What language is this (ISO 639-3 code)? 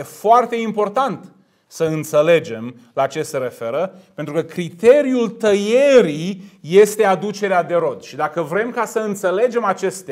ron